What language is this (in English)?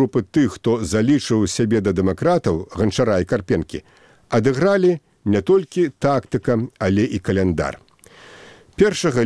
Belarusian